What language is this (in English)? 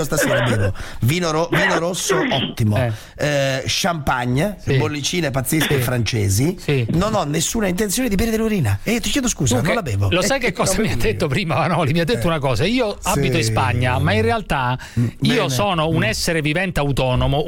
Italian